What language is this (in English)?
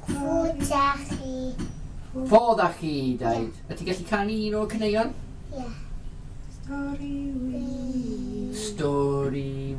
Welsh